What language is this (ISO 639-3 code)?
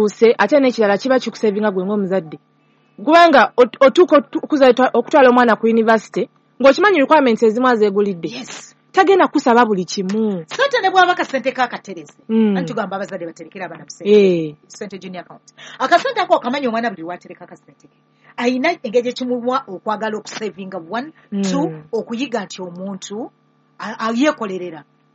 lug